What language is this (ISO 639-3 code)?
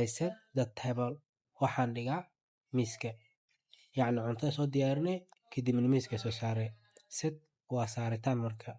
som